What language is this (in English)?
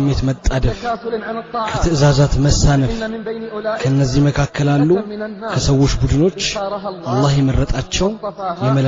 Amharic